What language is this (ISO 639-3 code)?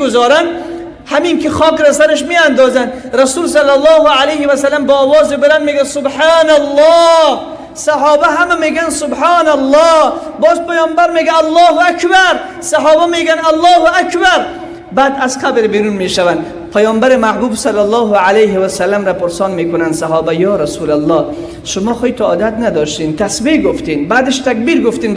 fas